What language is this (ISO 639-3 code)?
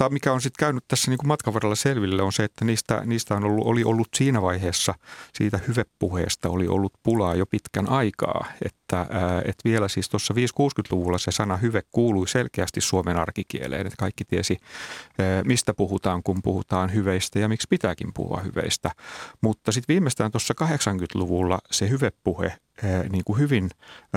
fin